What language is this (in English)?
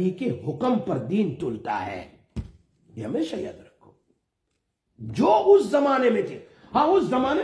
Urdu